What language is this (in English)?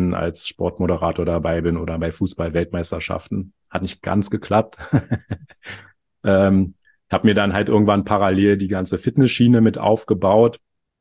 German